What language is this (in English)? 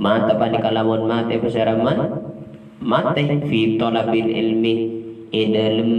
Madurese